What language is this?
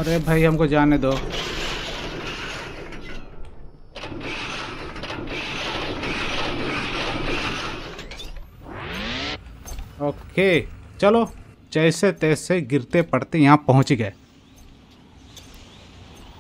Hindi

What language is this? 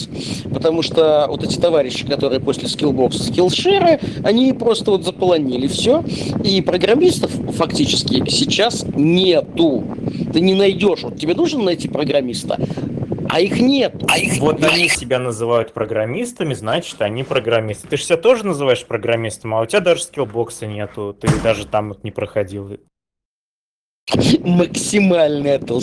Russian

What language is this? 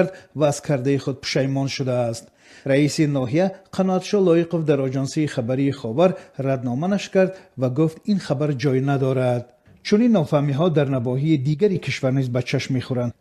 Tajik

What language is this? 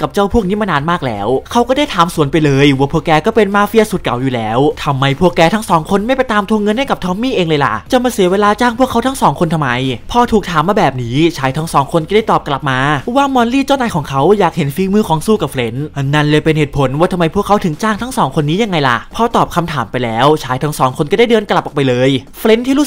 Thai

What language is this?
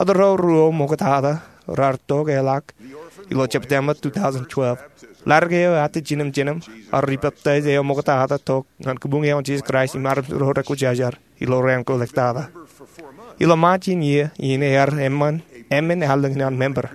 Marshallese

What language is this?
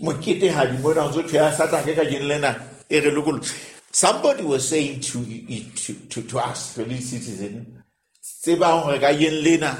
Southern Sotho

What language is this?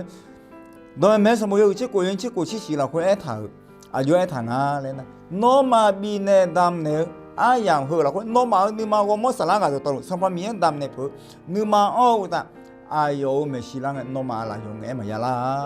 Akha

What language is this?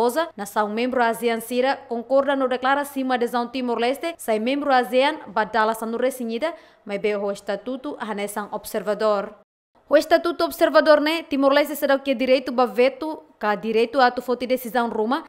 Tetum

